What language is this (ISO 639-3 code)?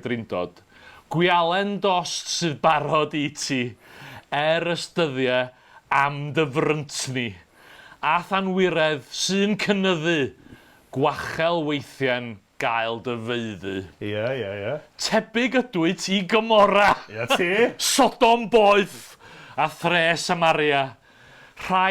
cym